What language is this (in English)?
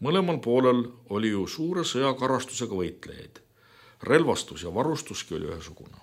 Estonian